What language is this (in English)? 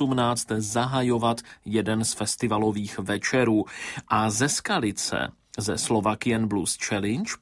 Czech